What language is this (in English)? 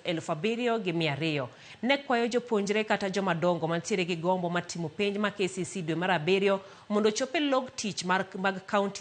Luo (Kenya and Tanzania)